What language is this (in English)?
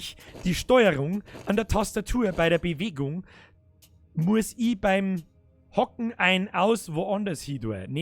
Bavarian